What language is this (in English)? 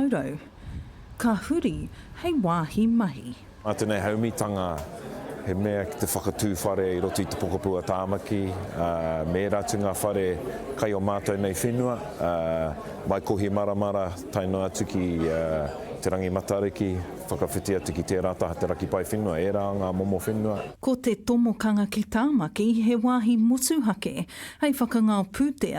Māori